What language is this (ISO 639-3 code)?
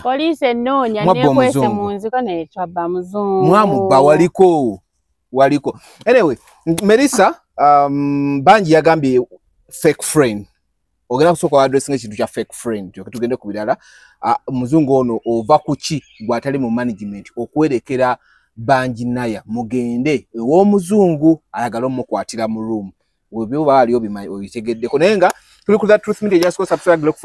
lug